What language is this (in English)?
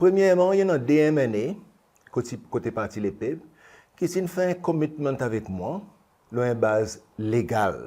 Seselwa Creole French